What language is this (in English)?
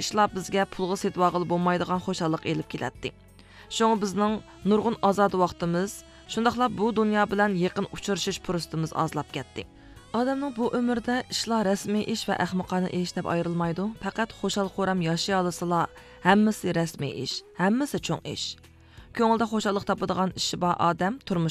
Uyghur